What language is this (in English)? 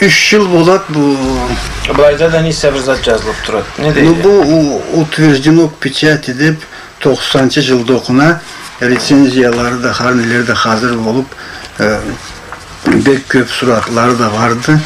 Karachay-Balkar